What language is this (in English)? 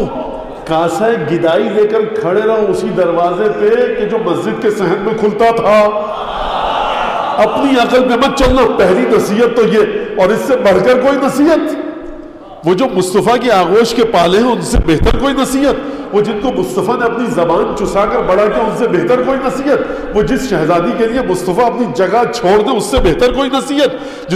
Urdu